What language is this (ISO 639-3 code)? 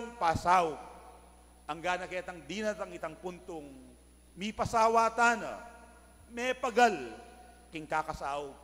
pam